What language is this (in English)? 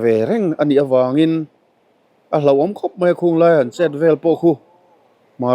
Mizo